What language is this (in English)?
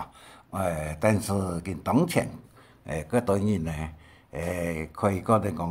Hakka Chinese